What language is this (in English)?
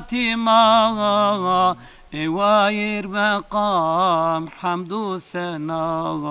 Zaza